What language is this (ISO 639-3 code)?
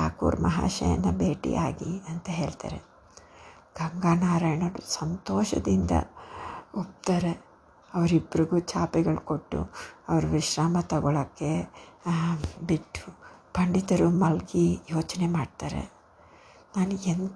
kan